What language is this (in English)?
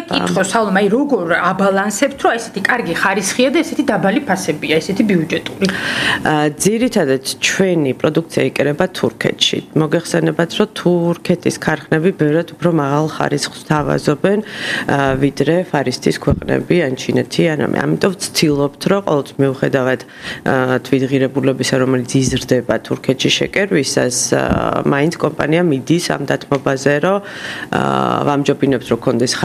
Georgian